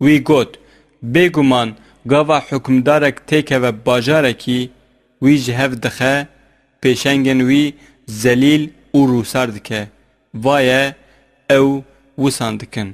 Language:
Kurdish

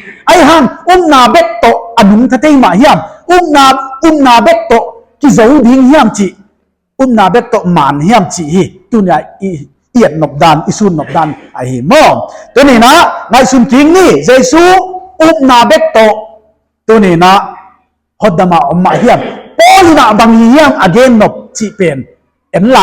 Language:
Paite Chin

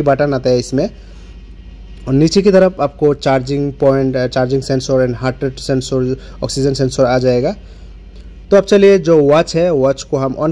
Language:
Hindi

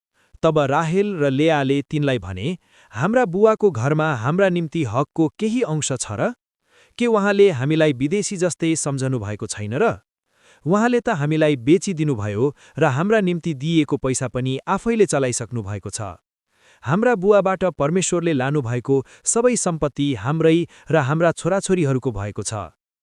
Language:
Nepali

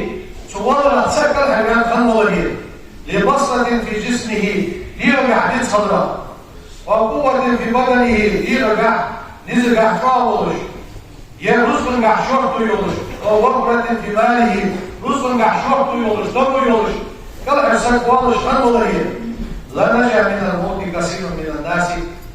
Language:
Ingush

